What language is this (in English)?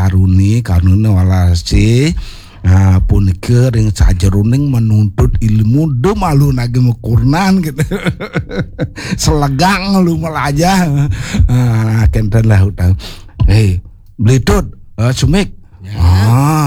Balinese